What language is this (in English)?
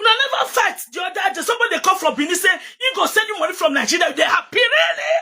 Nigerian Pidgin